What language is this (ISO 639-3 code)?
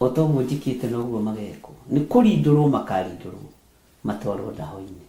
kik